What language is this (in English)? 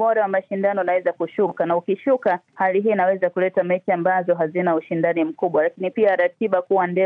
Swahili